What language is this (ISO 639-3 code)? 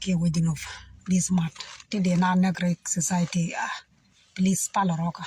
nus